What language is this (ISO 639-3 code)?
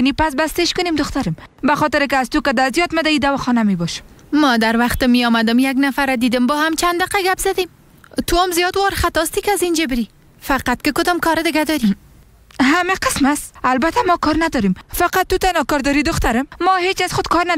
fas